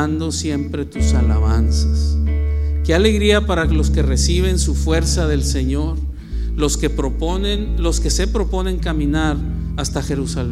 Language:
Spanish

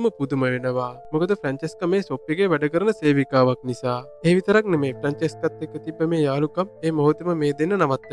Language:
Sinhala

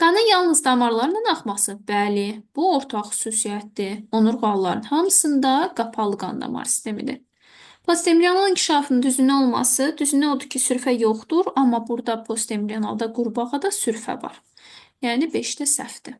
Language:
Azerbaijani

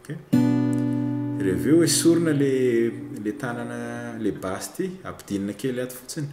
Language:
Malagasy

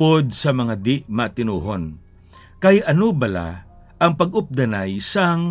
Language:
Hiligaynon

